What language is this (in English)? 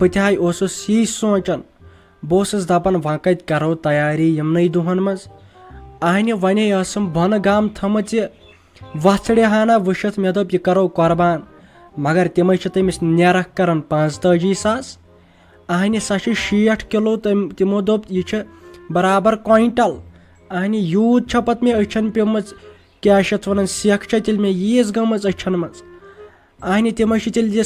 Kashmiri